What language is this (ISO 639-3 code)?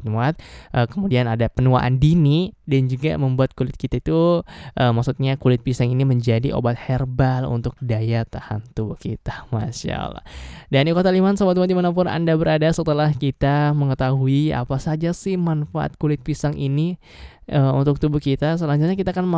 ind